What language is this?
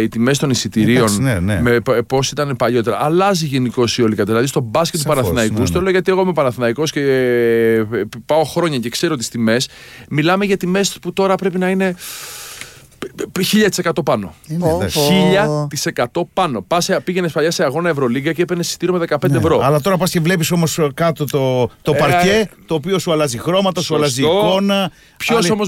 Greek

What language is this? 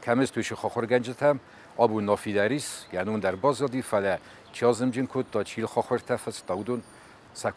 Ossetic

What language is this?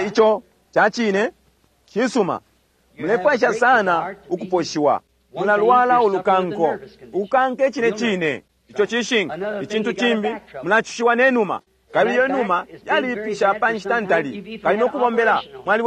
Bemba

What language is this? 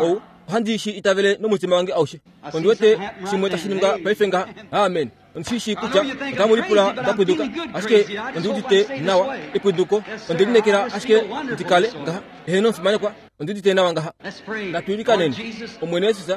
Kuanyama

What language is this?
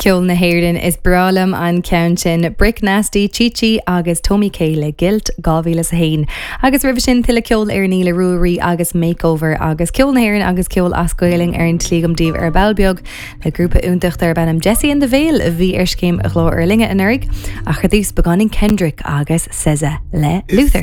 Irish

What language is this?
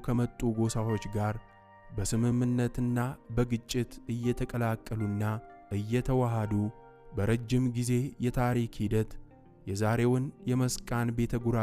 Amharic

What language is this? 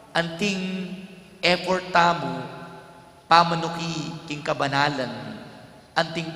Pampanga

